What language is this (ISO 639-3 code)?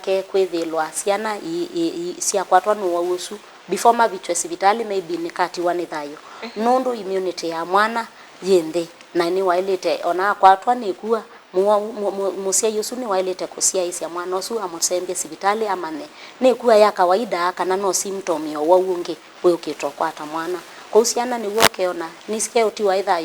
kam